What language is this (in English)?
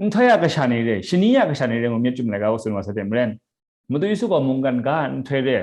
Kachin